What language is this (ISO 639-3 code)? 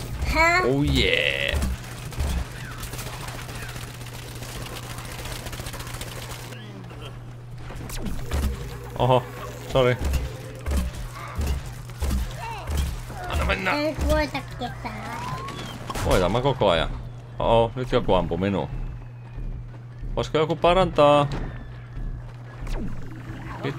fin